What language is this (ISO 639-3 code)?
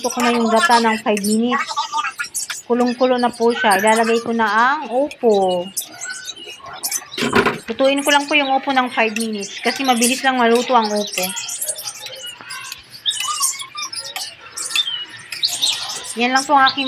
fil